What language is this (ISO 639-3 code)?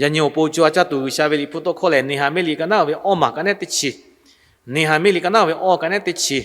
lhu